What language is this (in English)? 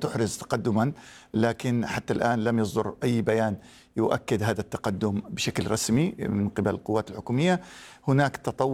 Arabic